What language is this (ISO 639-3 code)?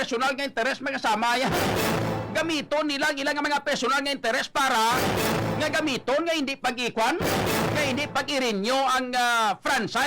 hil